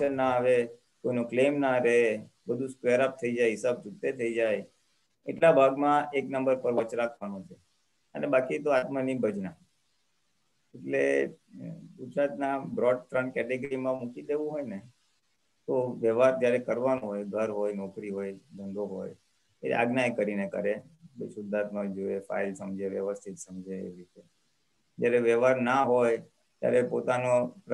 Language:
Gujarati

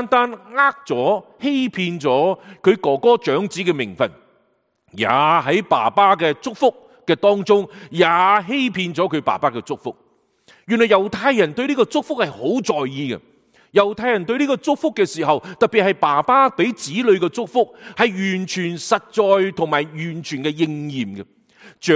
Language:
Cantonese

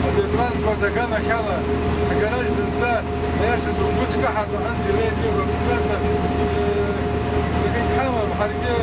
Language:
Abkhazian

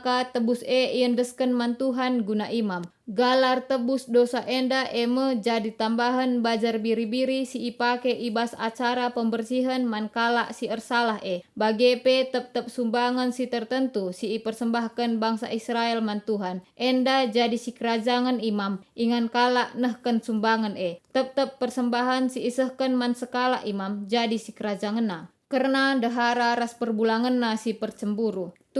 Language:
Batak Karo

